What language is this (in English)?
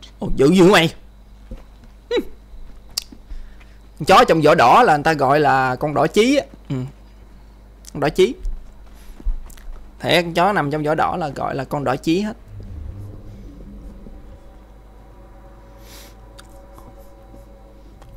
Vietnamese